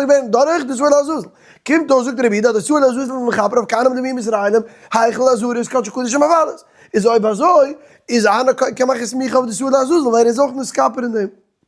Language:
Yiddish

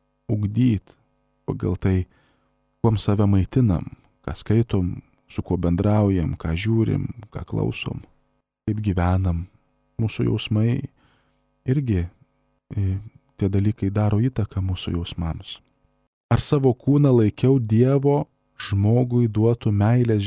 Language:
Lithuanian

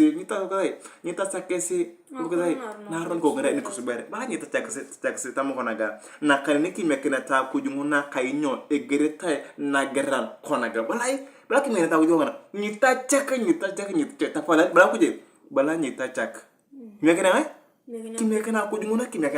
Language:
Turkana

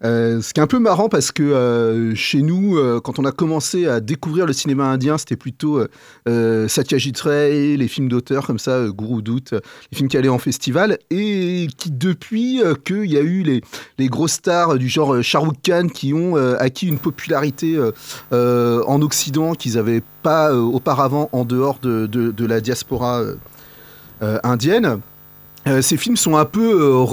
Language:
French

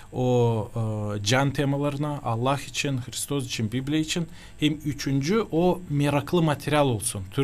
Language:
Gagauz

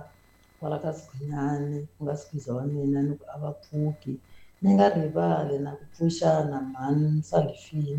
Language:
Tsonga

